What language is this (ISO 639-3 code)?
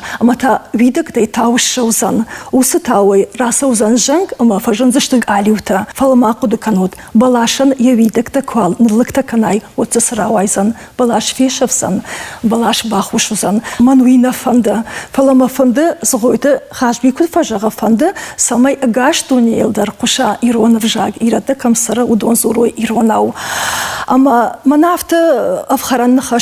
oss